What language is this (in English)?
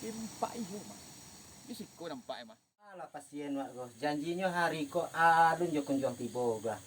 Minangkabau